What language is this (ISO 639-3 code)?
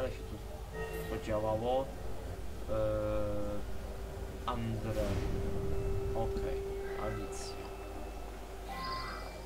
pol